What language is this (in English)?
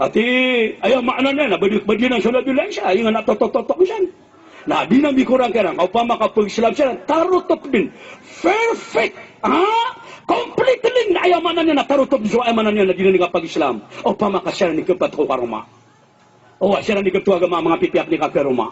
Maranao